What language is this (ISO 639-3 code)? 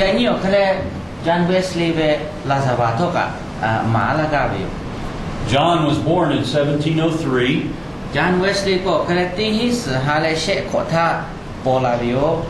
lhu